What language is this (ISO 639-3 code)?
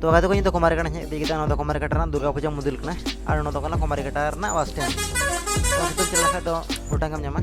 sat